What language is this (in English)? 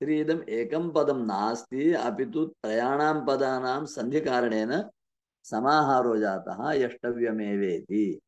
Sanskrit